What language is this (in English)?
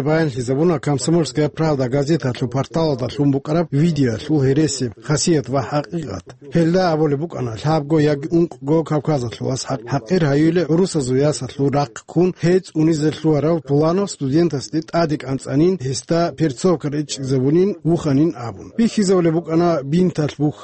Avaric